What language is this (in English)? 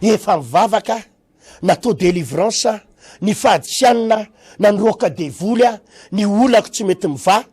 Malagasy